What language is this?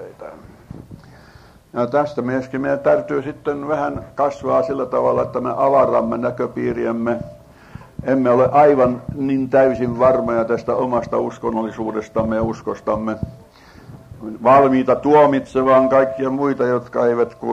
Finnish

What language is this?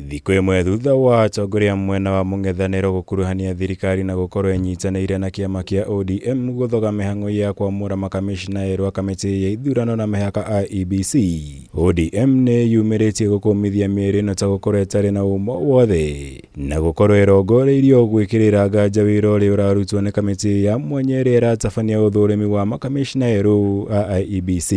Kikuyu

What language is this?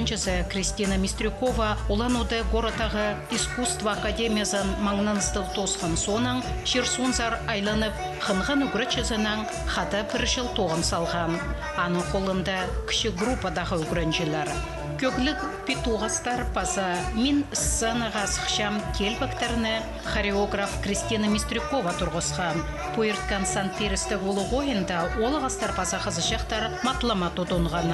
Khakas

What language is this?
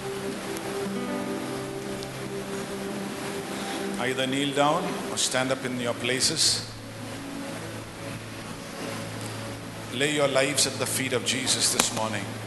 Malayalam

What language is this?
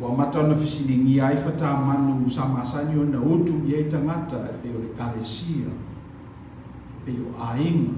Samoan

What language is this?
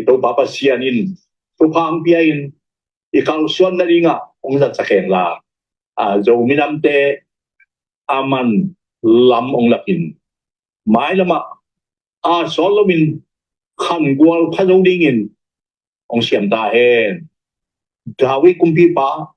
Tedim Chin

